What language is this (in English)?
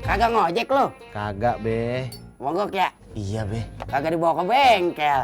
Betawi